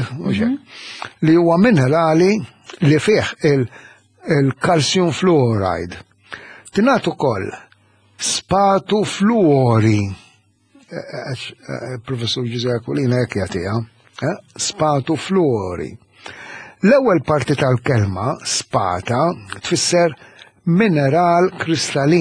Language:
Maltese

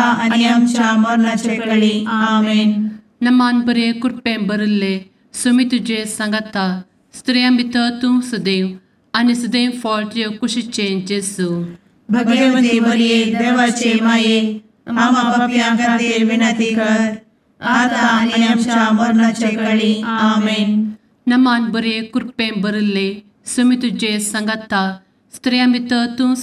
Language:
Konkani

